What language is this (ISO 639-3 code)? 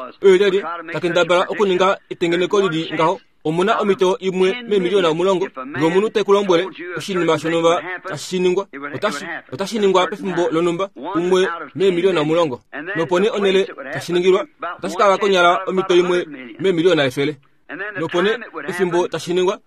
kua